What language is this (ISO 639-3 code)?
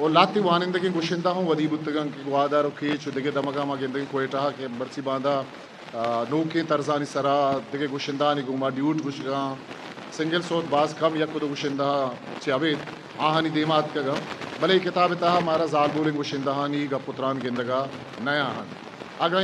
bgp